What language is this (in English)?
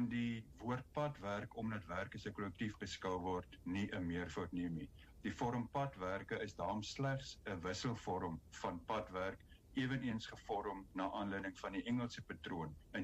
Afrikaans